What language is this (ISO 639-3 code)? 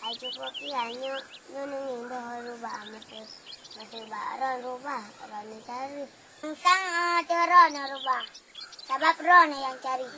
ace